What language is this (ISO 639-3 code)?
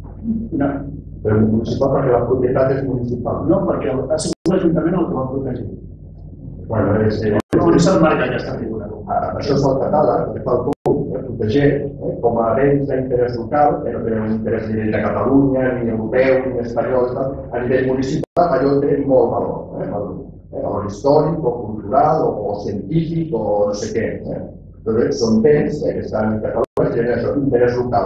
cat